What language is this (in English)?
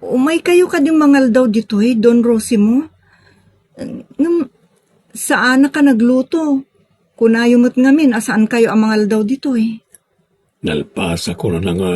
Iloko